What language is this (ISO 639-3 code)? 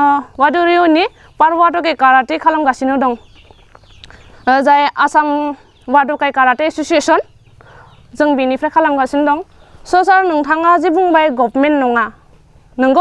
brx